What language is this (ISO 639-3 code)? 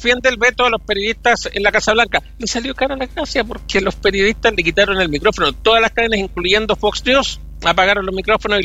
spa